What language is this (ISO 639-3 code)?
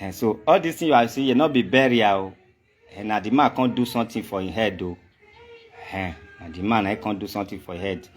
pcm